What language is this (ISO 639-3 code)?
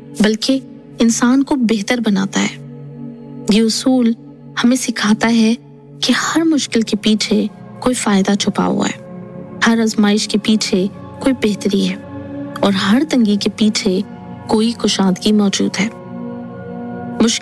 urd